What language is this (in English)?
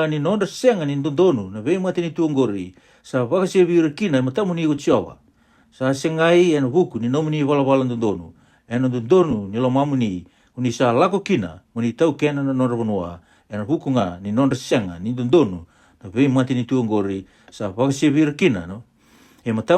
Fijian